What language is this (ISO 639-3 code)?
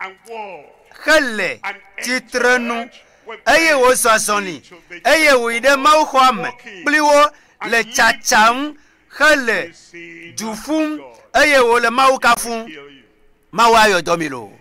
ewe